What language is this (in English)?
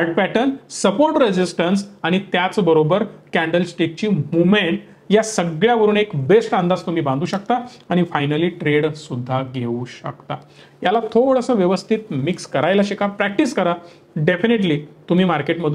Marathi